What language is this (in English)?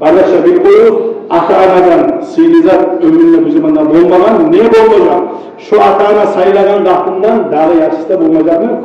Kumyk